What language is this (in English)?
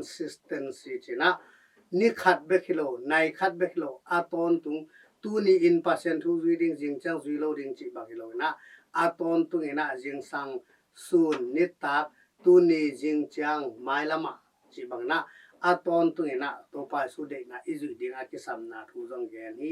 Tedim Chin